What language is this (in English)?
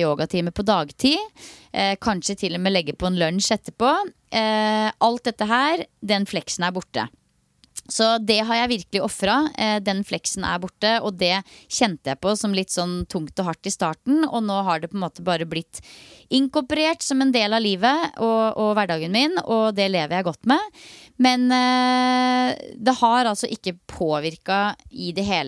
Norwegian